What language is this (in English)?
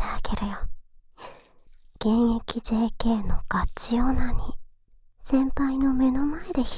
Japanese